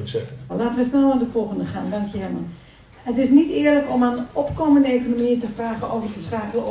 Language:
Dutch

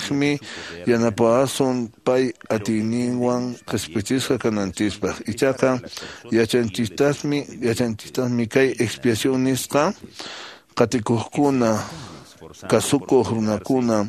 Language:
Quechua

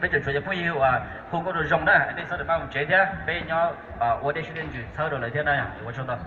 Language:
Hmong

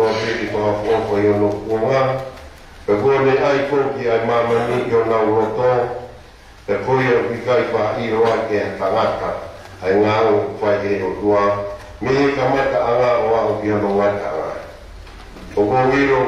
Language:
Tongan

